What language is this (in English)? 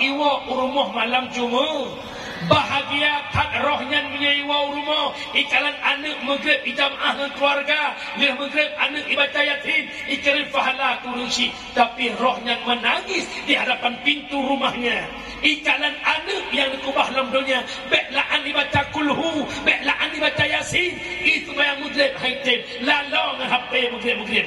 Achinese